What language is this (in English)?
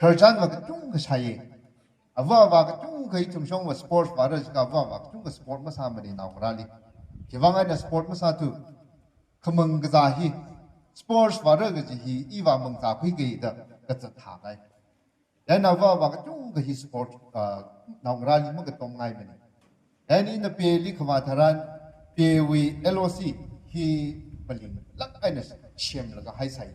Tangkhul Naga (India)